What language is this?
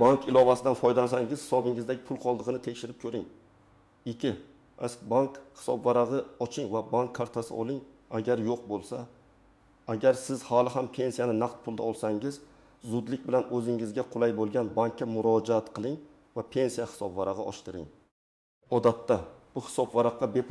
Uzbek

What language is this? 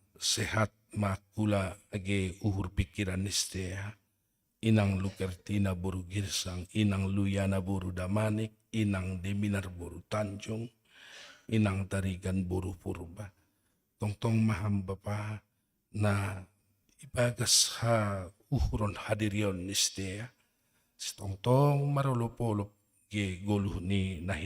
Batak Simalungun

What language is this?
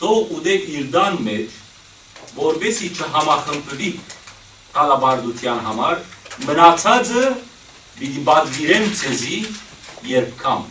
Western Armenian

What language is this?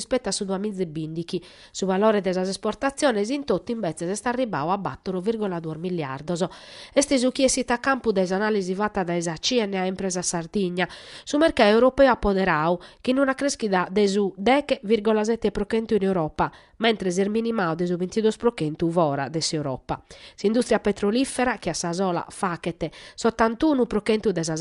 Sardinian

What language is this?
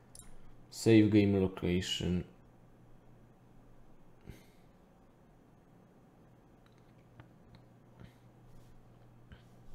Polish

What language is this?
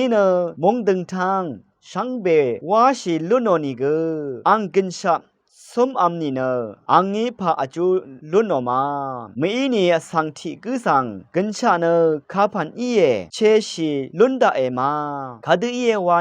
Rawang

